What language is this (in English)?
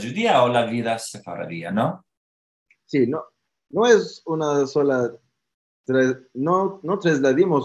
Ladino